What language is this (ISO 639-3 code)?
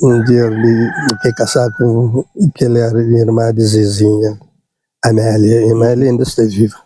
kea